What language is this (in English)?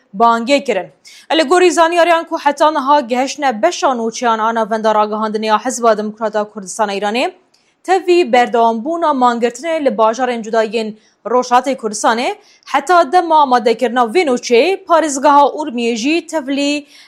Kurdish